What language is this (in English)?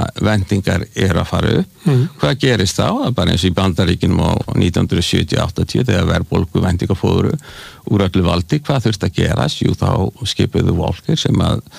Icelandic